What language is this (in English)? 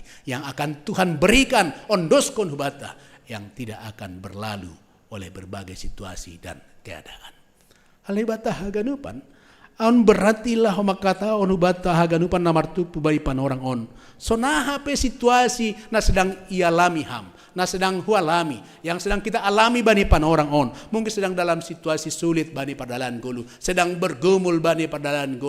Batak Simalungun